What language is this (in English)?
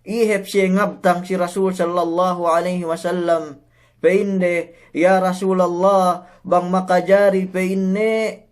Yakan